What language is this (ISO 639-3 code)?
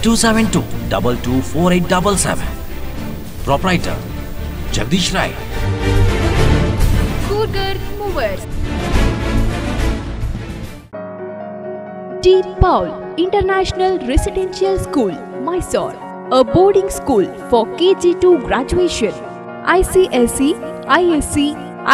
kan